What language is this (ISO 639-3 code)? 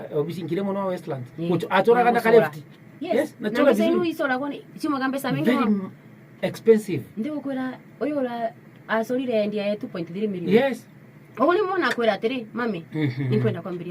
mer